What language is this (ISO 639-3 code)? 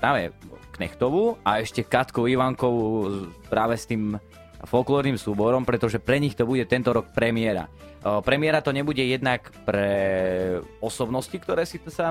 slk